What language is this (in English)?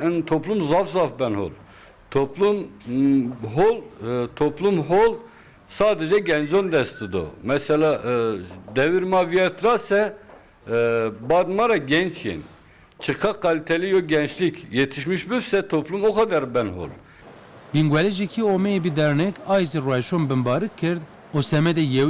Zaza